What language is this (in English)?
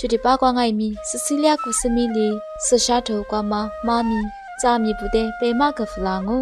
Lisu